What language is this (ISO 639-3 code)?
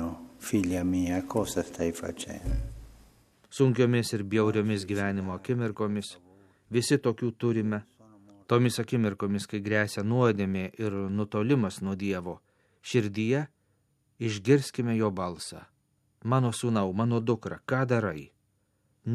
lit